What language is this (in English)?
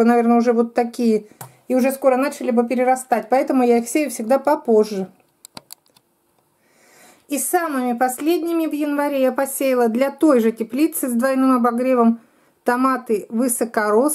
Russian